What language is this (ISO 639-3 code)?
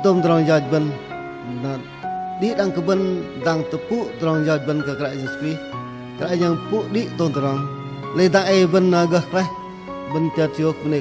bdq